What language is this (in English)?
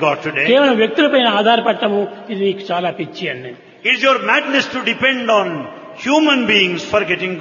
Telugu